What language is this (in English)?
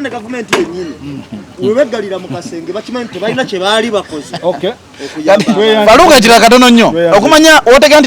Ganda